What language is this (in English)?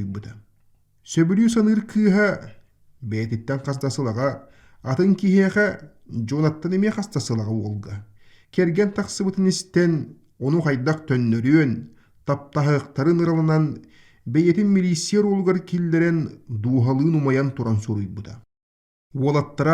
Yakut